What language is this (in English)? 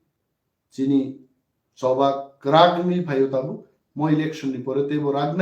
Kok Borok